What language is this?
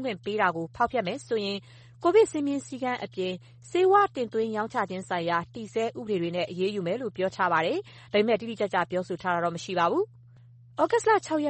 Burmese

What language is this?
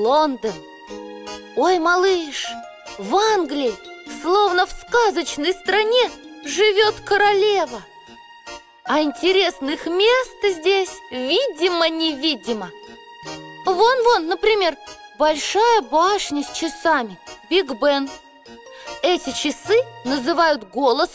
Russian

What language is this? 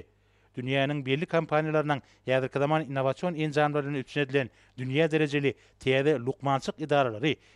Turkmen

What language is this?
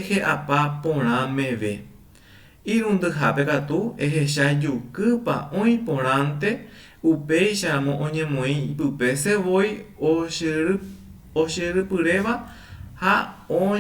Guarani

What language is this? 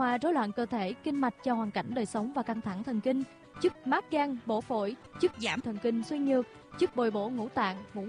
Vietnamese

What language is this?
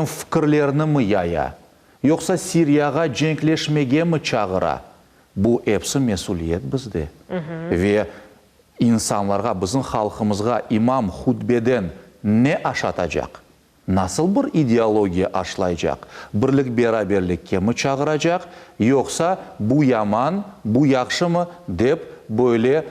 Crimean Tatar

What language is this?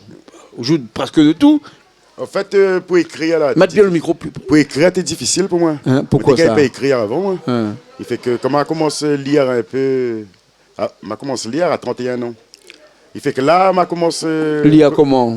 Réunion Creole French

